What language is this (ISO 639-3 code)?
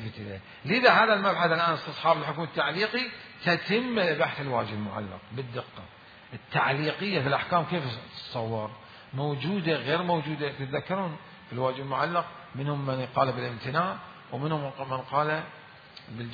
acm